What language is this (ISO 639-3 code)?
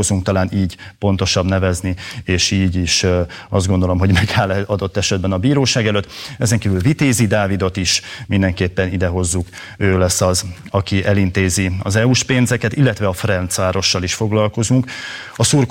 hun